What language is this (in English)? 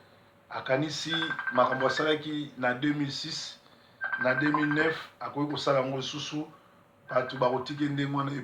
Lingala